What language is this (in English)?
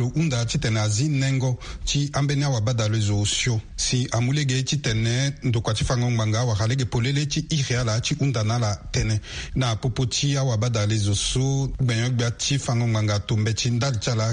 Sango